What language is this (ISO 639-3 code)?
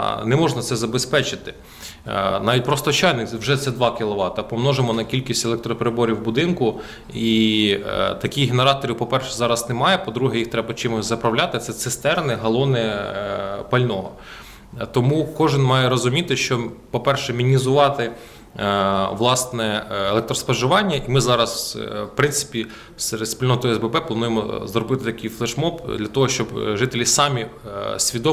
ukr